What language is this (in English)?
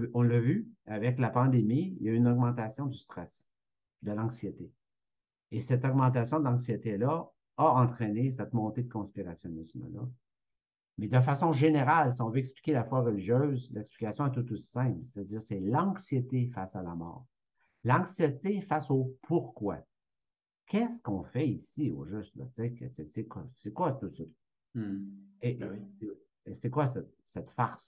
French